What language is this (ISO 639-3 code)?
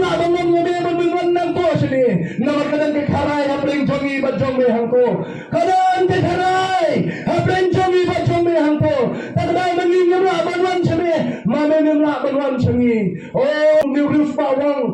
kha